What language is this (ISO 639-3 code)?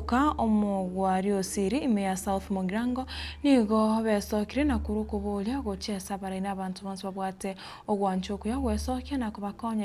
guz